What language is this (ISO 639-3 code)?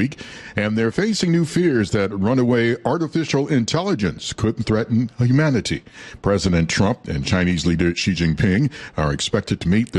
eng